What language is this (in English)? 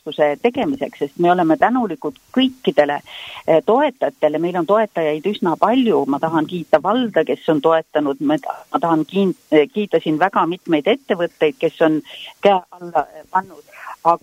Estonian